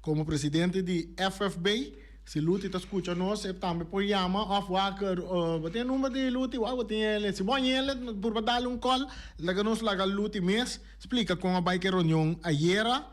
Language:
Papiamento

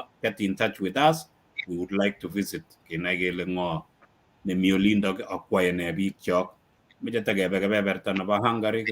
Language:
Kalenjin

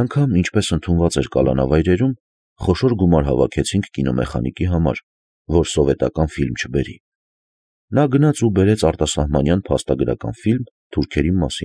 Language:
Armenian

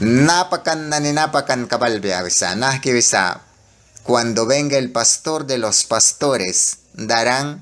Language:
Mískito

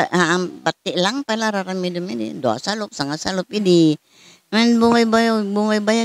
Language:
Iloko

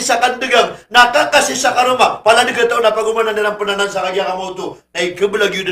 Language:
Maranao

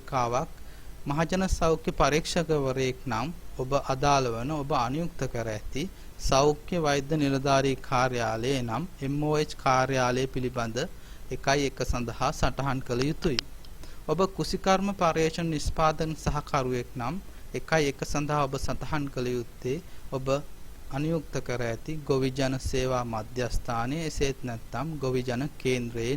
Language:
Sinhala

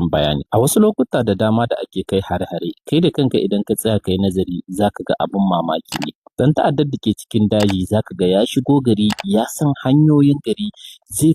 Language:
Hausa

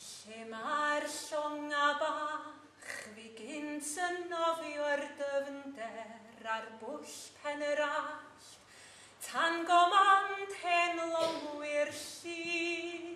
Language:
Welsh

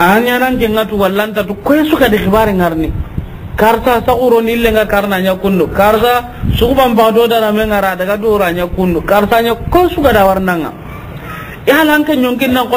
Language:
Soninke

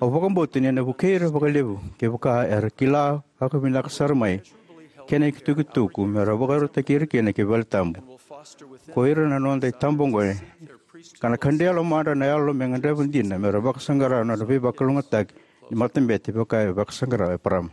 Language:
Fijian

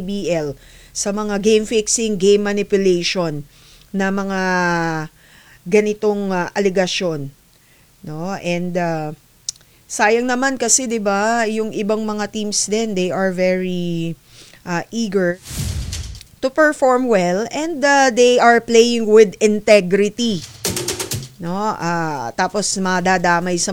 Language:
Filipino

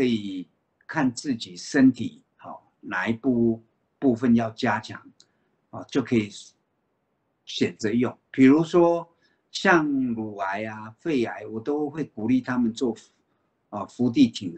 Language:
Chinese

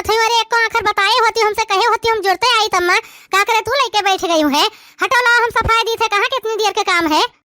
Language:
Awadhi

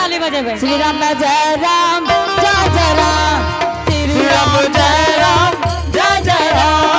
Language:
Angika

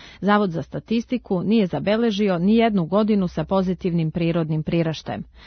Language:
Serbian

